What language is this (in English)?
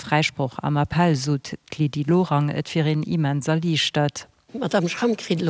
Luxembourgish